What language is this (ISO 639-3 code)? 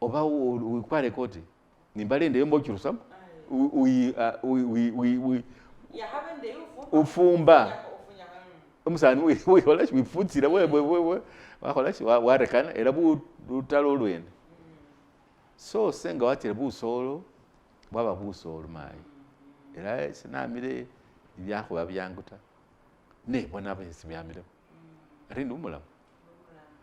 myx